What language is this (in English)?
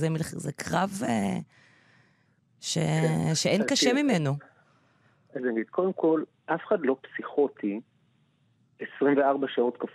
Hebrew